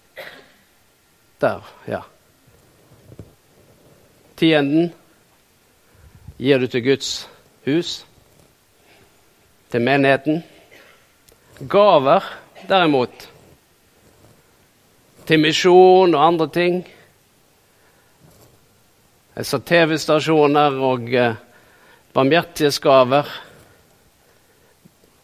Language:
Norwegian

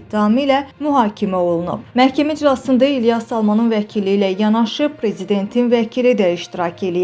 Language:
Azerbaijani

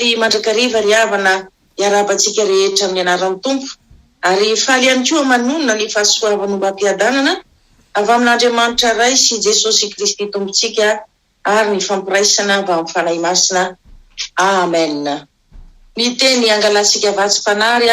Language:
Malagasy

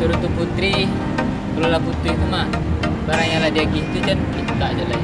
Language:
Minangkabau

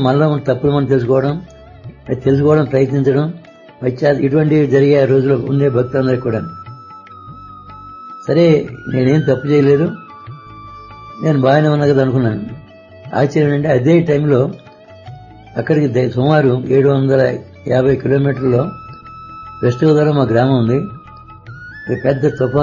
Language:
Telugu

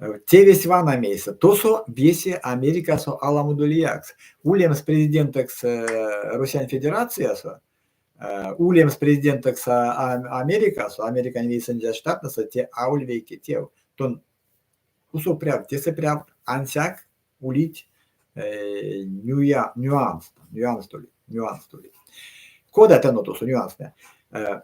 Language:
Erzya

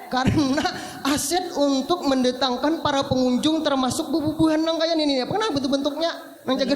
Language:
Banjar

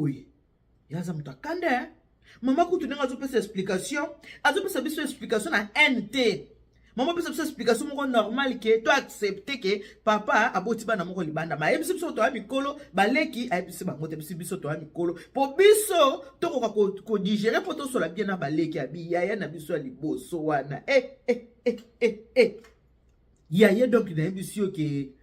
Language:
Lingala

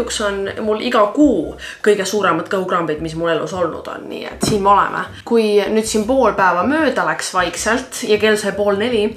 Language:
Estonian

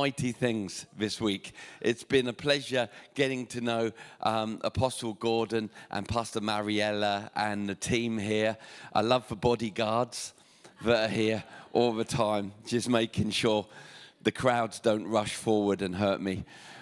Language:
English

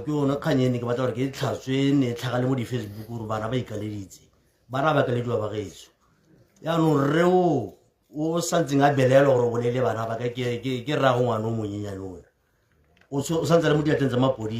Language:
Tswana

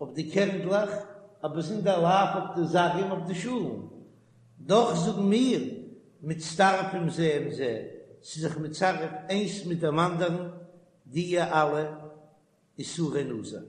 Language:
Yiddish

